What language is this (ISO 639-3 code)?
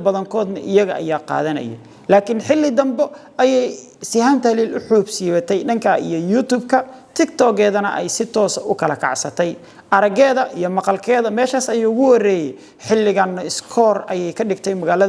som